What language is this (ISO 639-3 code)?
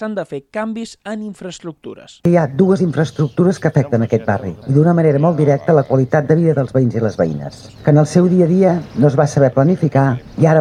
cat